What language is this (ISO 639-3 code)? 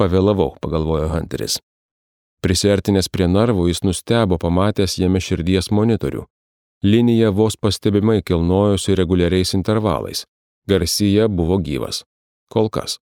lit